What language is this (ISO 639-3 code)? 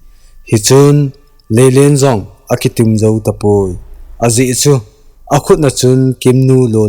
tcz